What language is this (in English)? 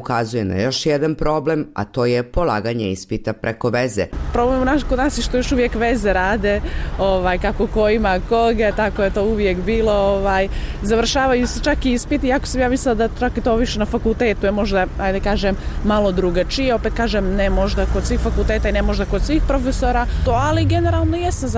Serbian